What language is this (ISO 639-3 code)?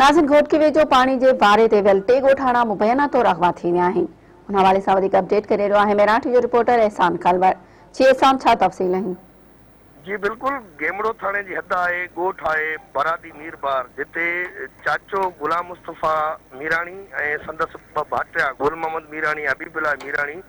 snd